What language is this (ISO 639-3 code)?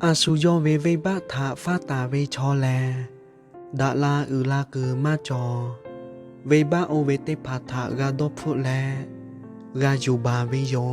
lhu